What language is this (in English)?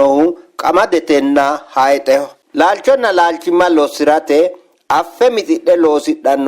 Sidamo